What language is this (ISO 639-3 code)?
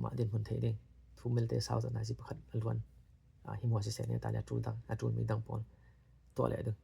cfm